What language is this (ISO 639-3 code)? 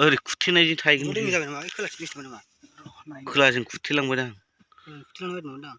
brx